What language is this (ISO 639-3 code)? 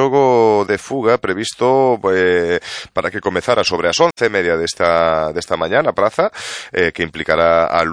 glg